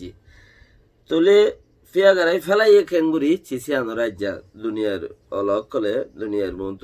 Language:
Rohingya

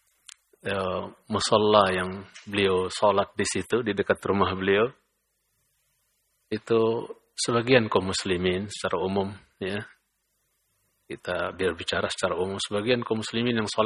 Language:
Indonesian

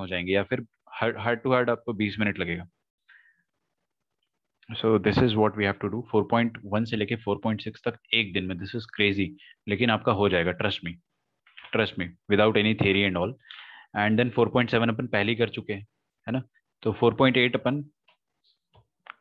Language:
Hindi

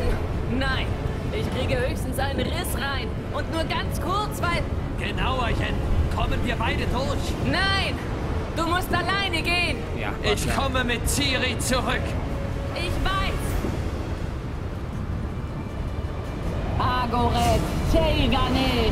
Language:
German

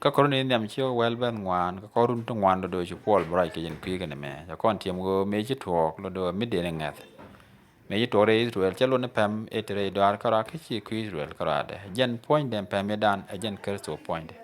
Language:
Nuer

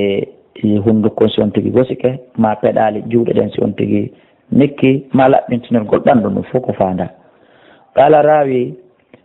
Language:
Fula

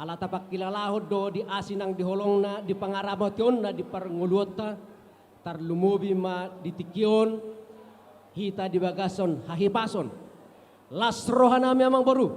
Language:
Batak Toba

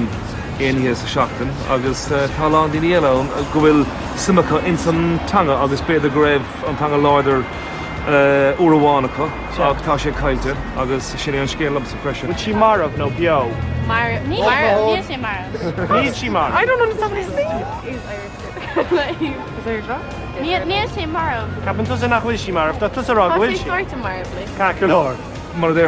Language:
Irish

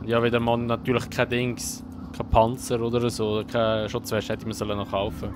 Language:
Swiss German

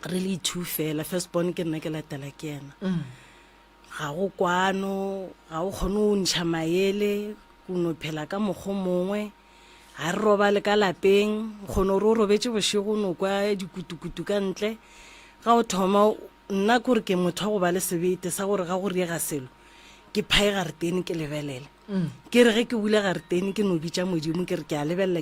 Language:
Northern Sotho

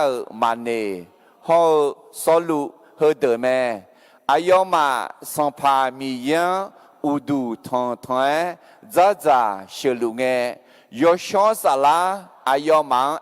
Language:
Akha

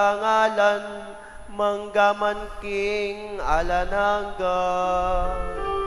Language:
Pampanga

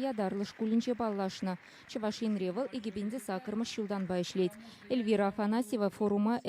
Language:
Chuvash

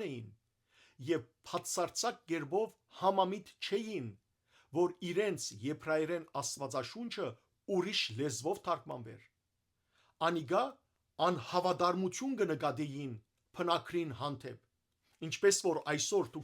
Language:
Western Armenian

